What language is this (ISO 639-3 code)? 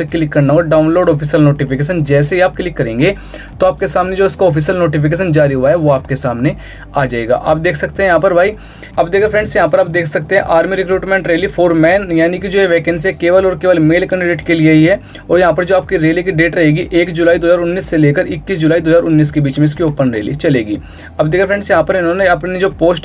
hin